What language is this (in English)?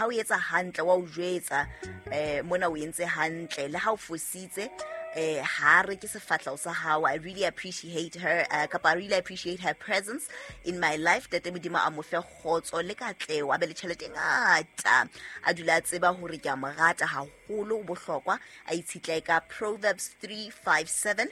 Southern Sotho